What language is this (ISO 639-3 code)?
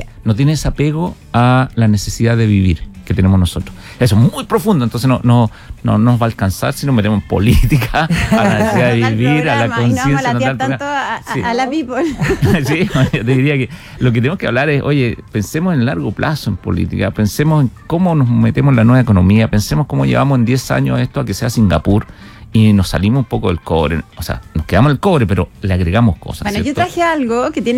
spa